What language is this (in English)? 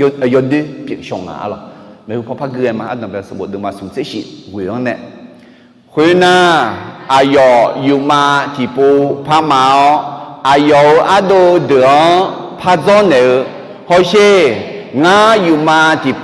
Akha